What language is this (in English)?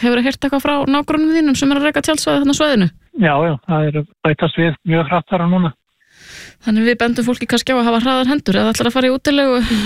Icelandic